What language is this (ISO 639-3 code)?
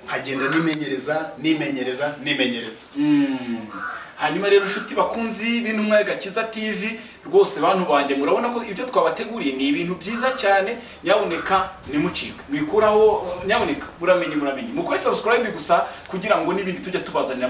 kin